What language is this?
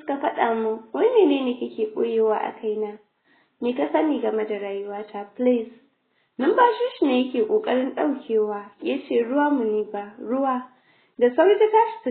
Hausa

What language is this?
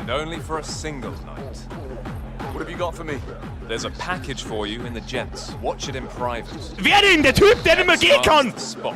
Bavarian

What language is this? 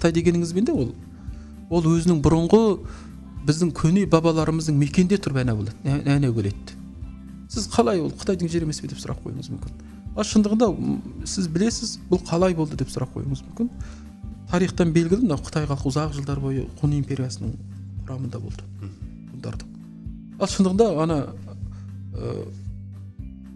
Kazakh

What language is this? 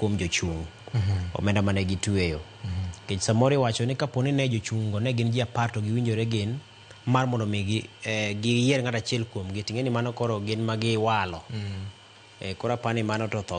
Luo (Kenya and Tanzania)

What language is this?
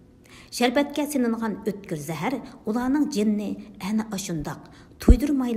Uyghur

